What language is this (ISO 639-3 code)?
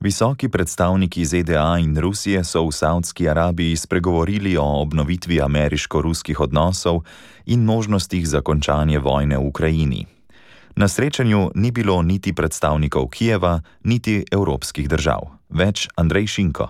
slv